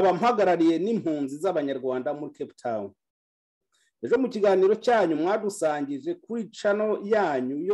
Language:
Kinyarwanda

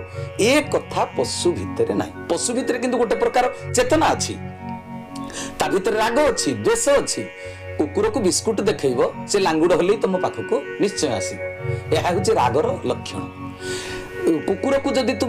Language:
Odia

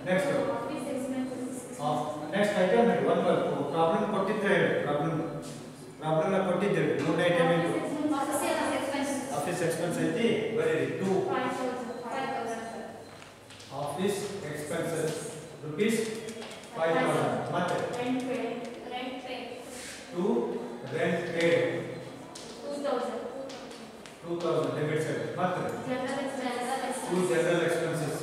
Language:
Kannada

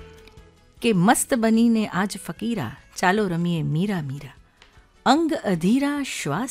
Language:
Gujarati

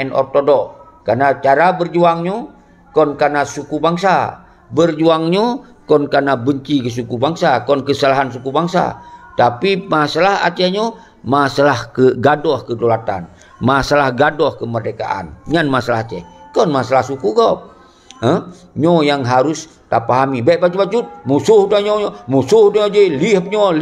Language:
Achinese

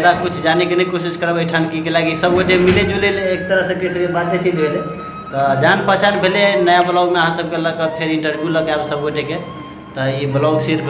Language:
Maithili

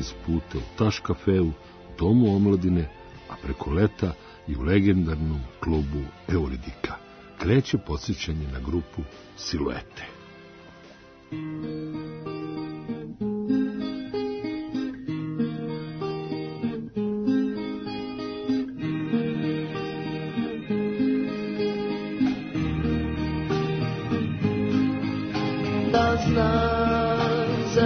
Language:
Serbian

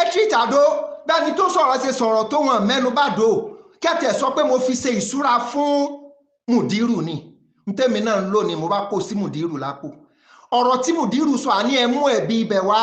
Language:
Yoruba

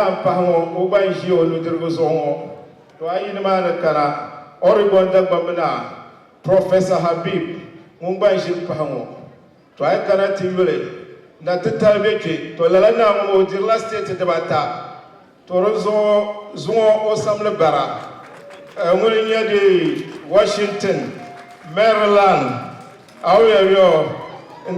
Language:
Dagbani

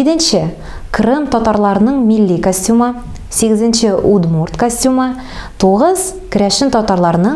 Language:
Tatar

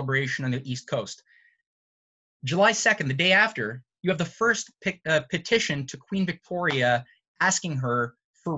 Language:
English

